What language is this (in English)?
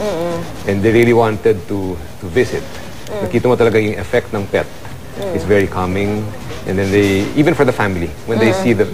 Filipino